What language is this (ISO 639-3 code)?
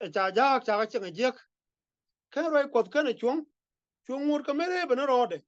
nus